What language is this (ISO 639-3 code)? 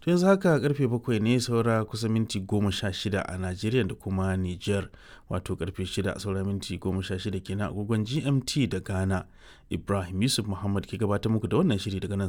hau